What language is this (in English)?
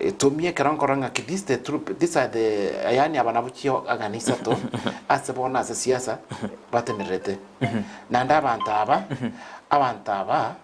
Gusii